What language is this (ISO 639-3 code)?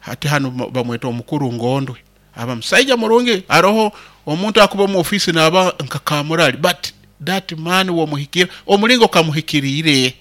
nyo